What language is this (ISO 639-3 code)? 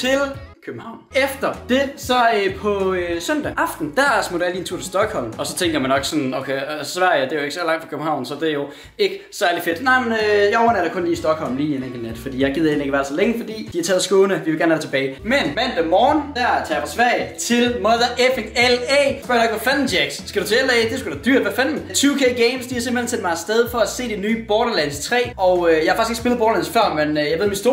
dan